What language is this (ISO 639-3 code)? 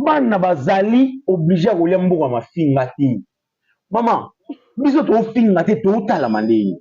lin